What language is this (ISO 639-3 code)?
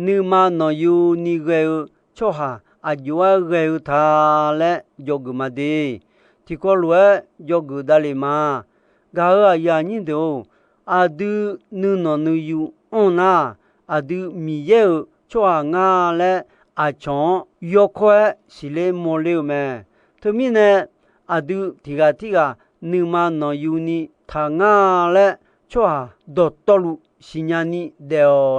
ahk